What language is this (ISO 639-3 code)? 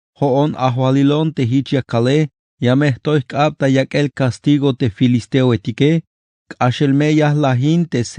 tzh